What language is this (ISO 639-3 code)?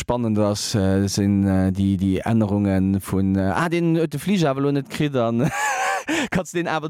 ltz